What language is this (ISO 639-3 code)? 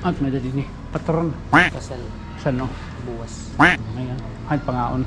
war